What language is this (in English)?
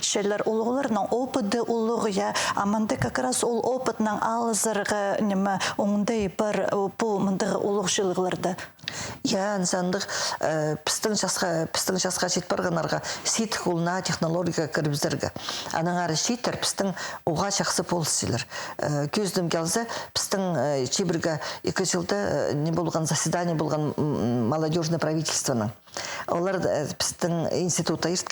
Khakas